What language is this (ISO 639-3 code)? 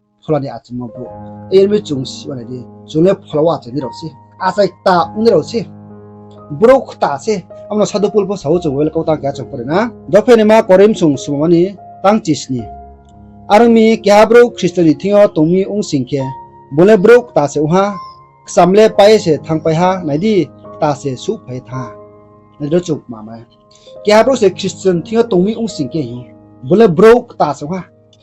ria